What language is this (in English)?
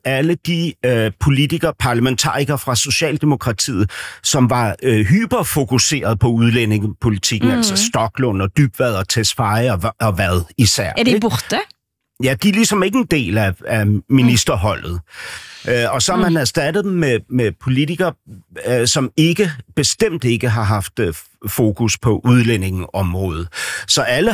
Danish